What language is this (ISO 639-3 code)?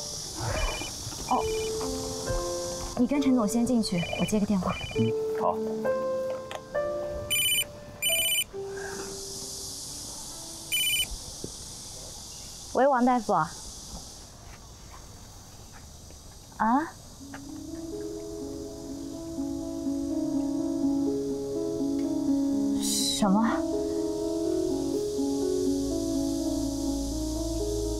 zho